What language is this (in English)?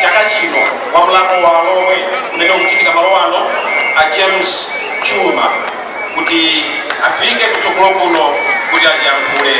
Nyanja